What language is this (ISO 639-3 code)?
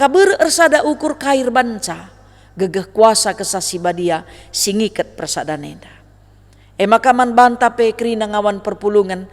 btx